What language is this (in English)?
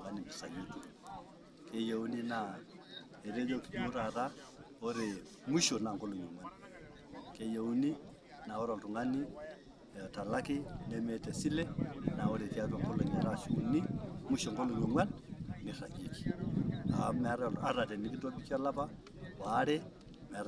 Masai